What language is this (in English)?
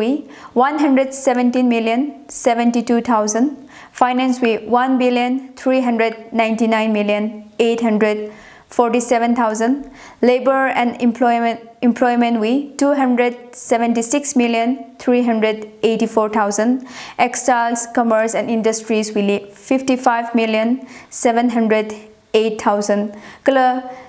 Tangkhul Naga (India)